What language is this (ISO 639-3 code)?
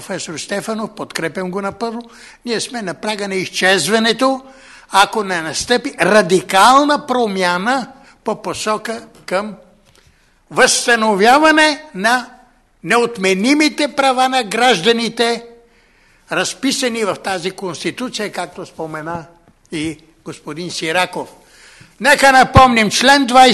bul